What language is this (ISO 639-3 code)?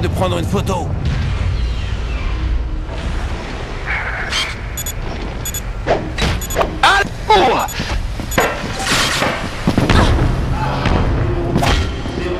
fra